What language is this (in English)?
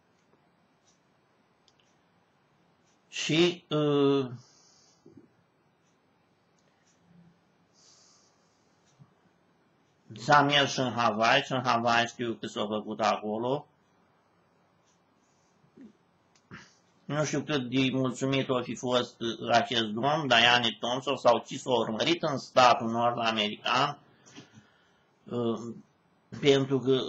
Romanian